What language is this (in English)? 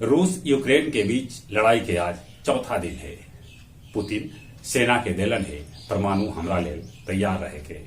Magahi